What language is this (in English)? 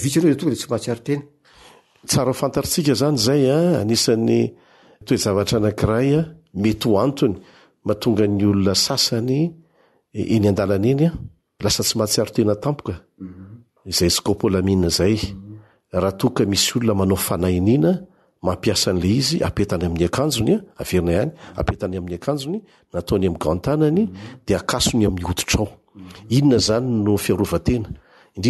Malagasy